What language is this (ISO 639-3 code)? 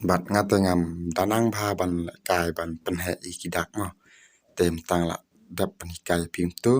kha